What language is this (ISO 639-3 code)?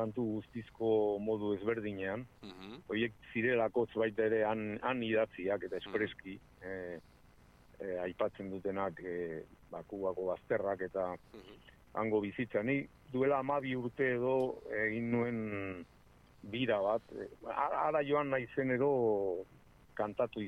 eus